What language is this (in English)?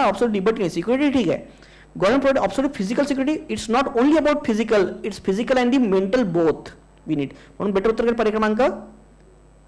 Marathi